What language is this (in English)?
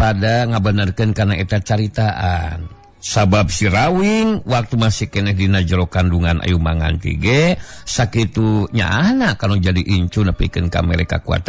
Sundanese